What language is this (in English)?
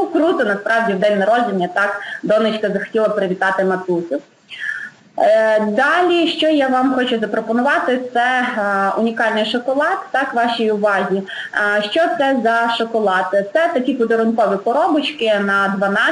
Ukrainian